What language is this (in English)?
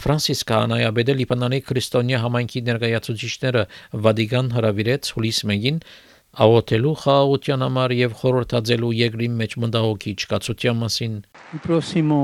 Armenian